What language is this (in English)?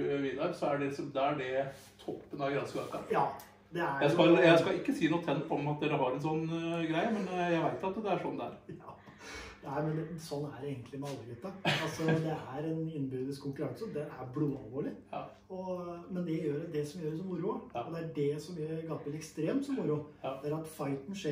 Norwegian